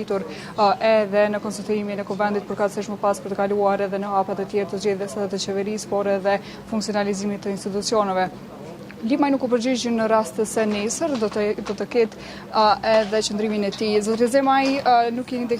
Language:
Albanian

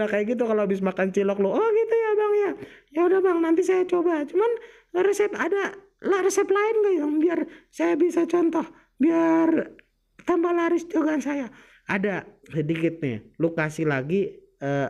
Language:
Betawi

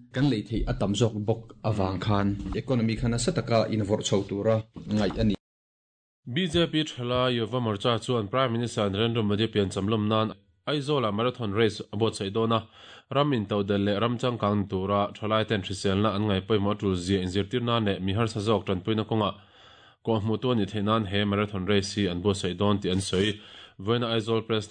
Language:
Mizo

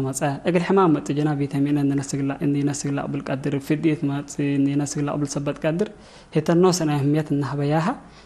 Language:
Tigre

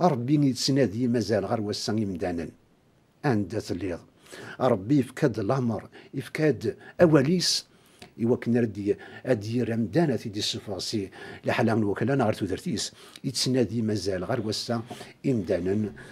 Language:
Kabyle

